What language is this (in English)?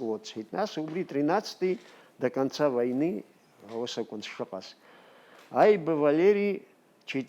Abkhazian